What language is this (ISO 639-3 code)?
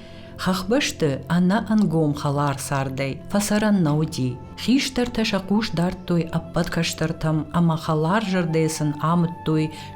oss